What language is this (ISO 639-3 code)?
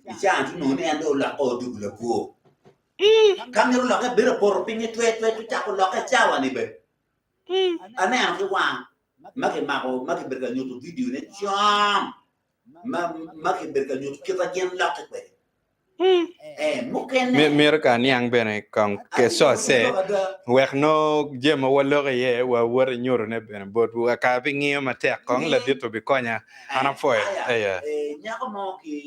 ach